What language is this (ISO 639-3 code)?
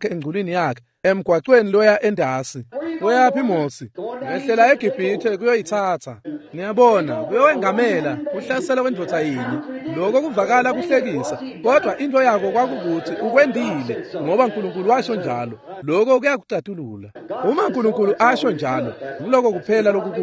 ssw